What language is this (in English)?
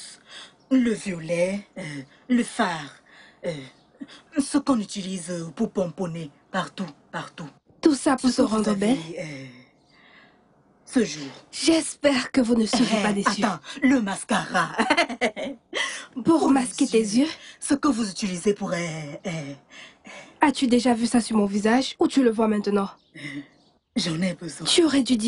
French